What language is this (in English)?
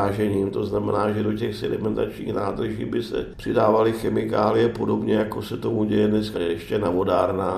Czech